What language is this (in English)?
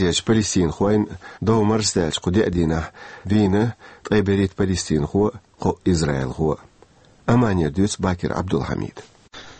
Chechen